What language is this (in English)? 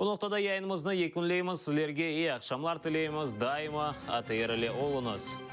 Crimean Tatar